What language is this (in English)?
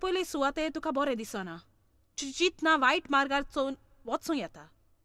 Konkani